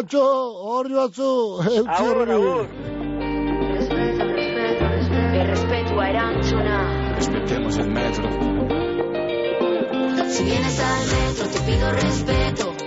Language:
Basque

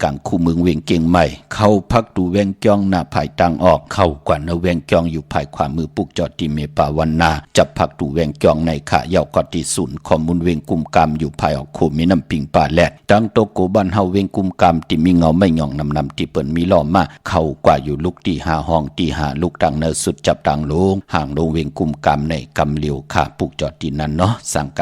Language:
Shan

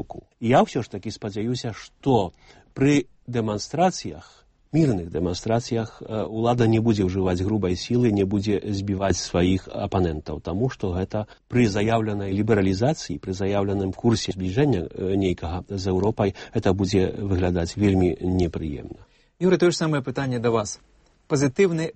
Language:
Belarusian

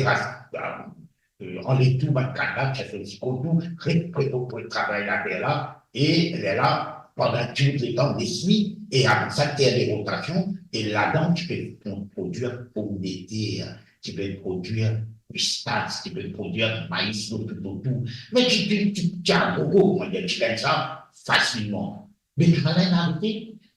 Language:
Morisyen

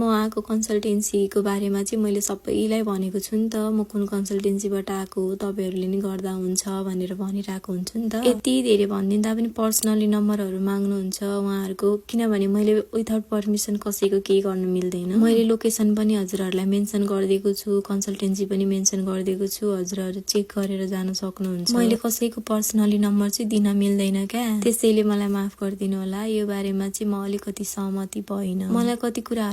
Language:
Nepali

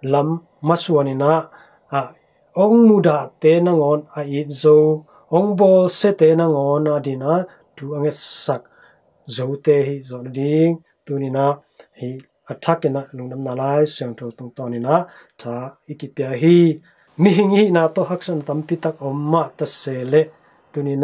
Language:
Tedim Chin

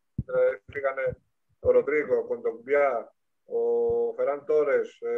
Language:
Greek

